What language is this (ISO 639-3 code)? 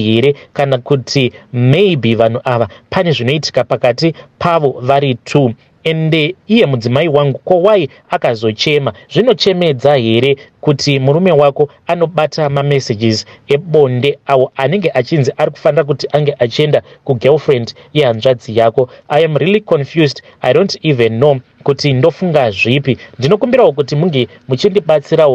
sna